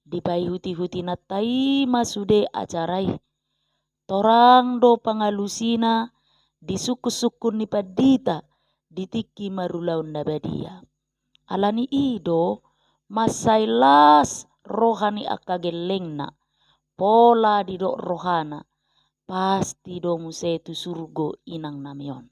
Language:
Batak Toba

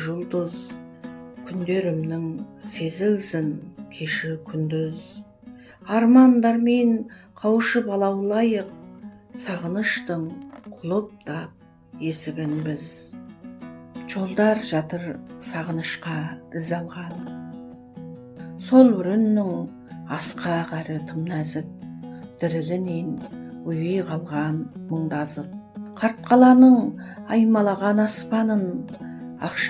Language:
Kazakh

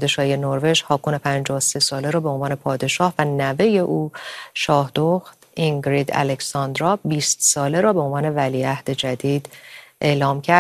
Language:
Persian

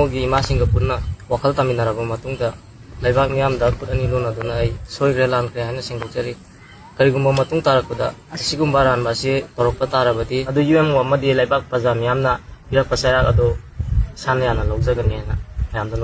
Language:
Manipuri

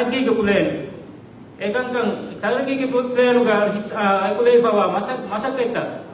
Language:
Divehi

